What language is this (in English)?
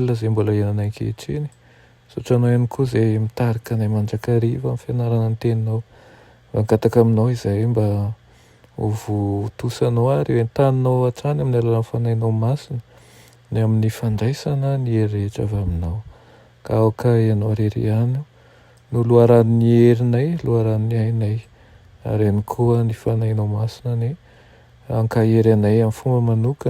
Malagasy